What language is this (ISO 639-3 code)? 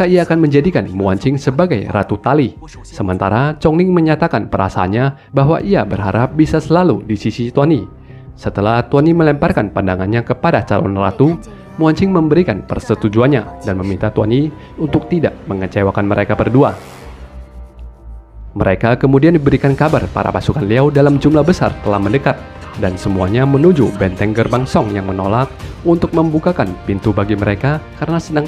ind